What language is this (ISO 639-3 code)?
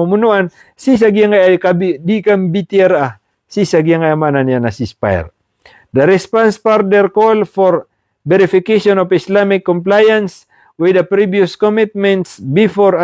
mrw